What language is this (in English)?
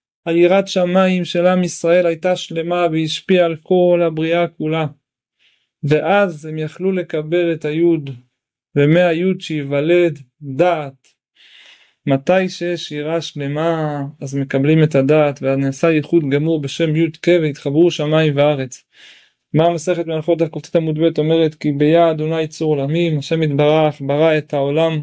Hebrew